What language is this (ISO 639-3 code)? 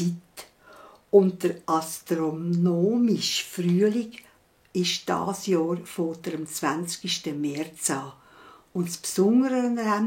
gsw